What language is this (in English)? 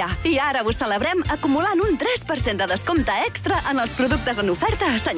Catalan